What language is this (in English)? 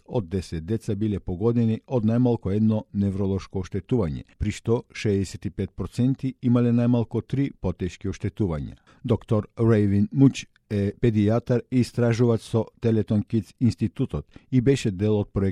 Macedonian